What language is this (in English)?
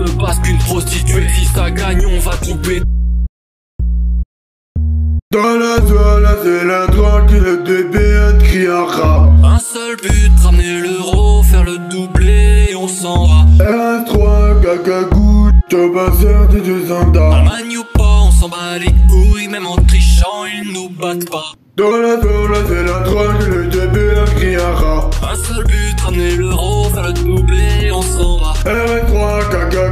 French